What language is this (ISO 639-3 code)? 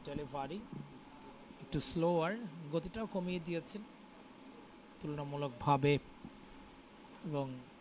ben